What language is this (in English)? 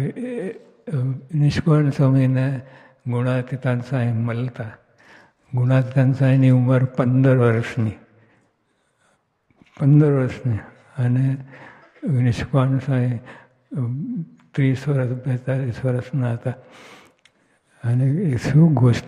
Gujarati